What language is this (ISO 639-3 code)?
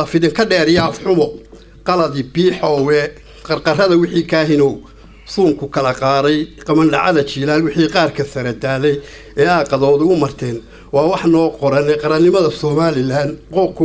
som